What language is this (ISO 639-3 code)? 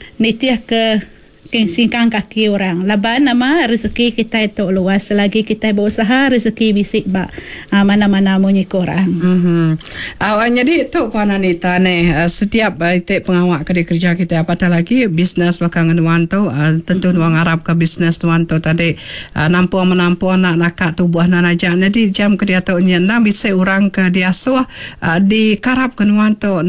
iba